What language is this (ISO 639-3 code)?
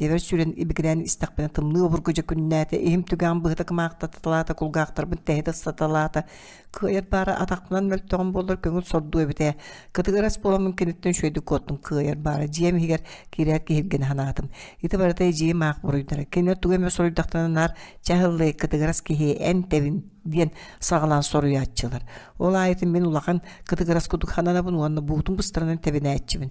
sah